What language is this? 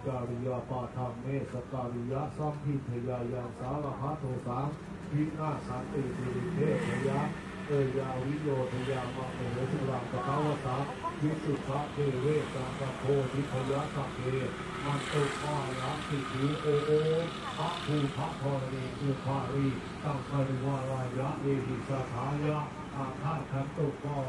Thai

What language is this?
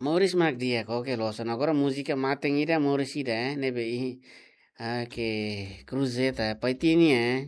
Tetum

